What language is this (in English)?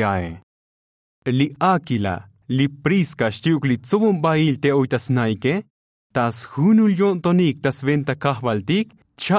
Tzotzil